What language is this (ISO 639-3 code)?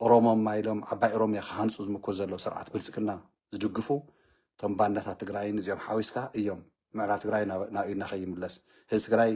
tir